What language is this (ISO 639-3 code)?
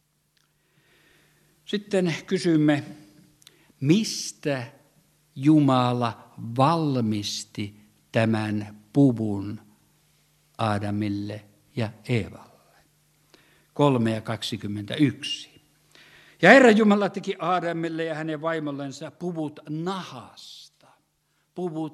fin